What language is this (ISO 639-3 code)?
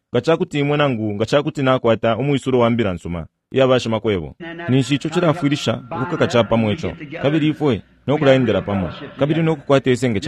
bem